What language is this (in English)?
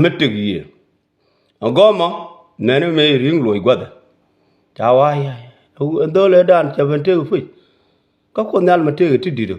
Nuer